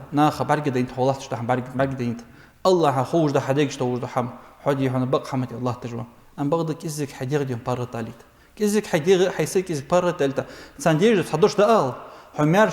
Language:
Ingush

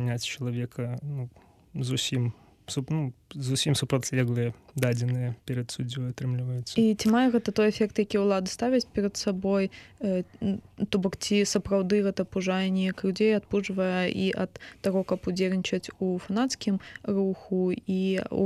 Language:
Belarusian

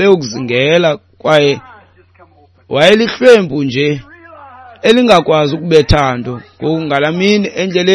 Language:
Xhosa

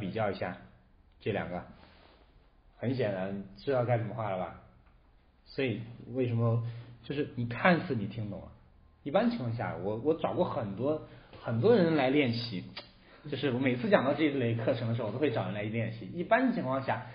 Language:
Chinese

